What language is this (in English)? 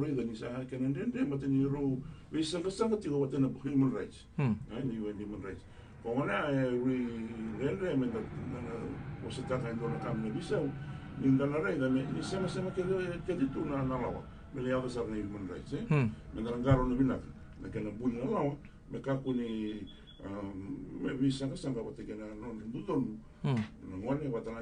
Fijian